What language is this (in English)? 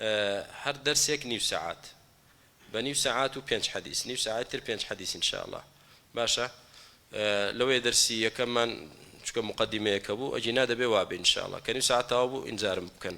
Central Kurdish